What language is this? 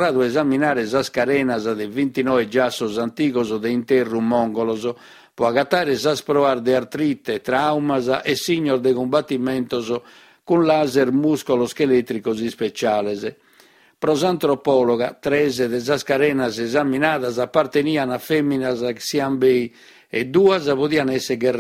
Sardinian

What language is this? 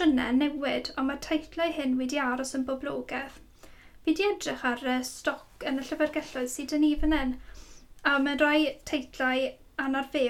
Welsh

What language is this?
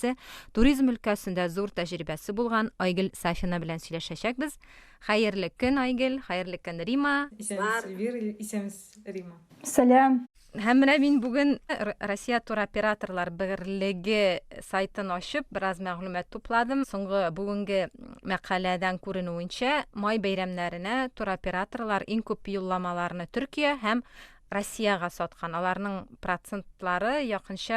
Tatar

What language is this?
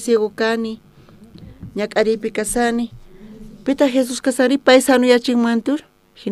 South Bolivian Quechua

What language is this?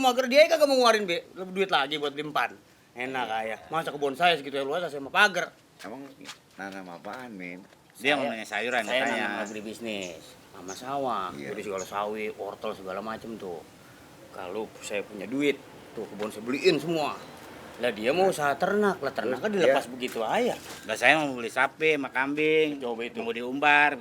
Betawi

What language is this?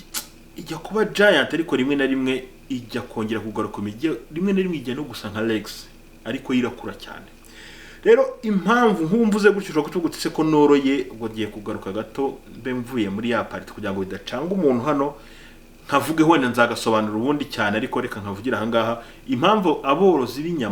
Kinyarwanda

